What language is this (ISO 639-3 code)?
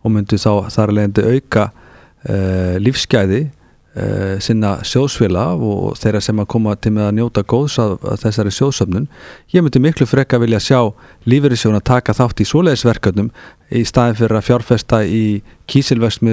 isl